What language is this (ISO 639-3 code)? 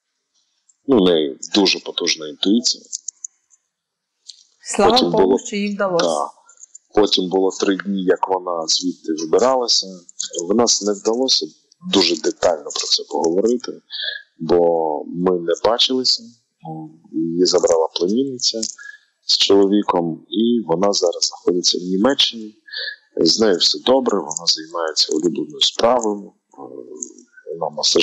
ukr